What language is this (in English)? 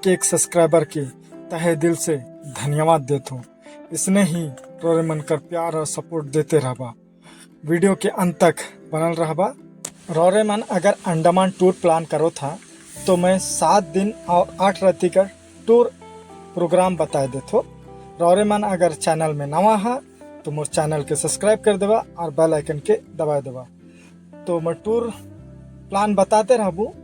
Sadri